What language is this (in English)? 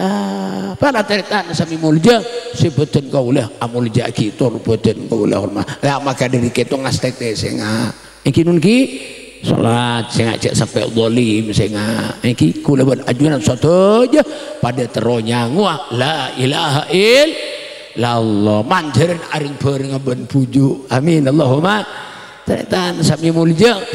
Madurese